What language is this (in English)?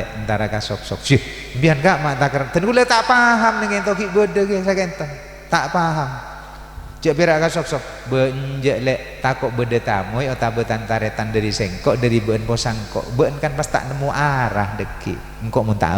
Madurese